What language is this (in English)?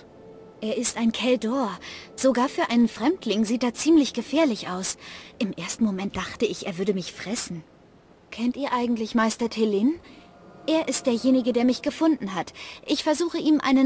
German